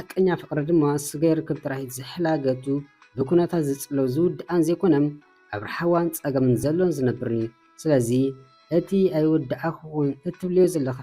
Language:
Tigrinya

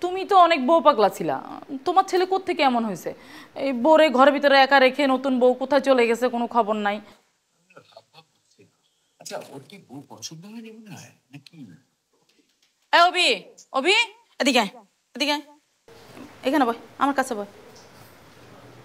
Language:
Bangla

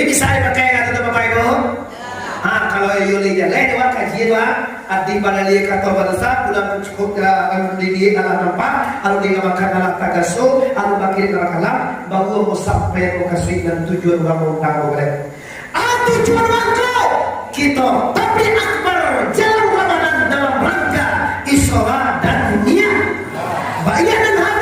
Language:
Minangkabau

